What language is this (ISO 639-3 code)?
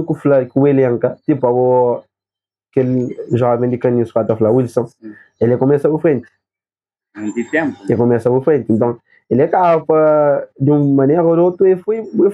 kea